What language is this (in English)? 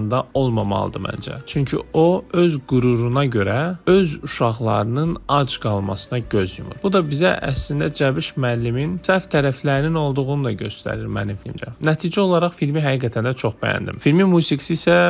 Azerbaijani